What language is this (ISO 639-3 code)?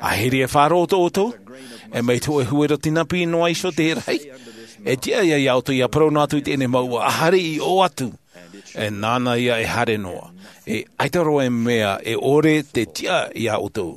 tah